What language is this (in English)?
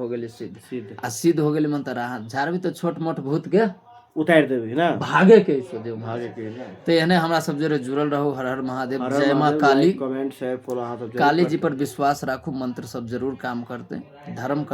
Maithili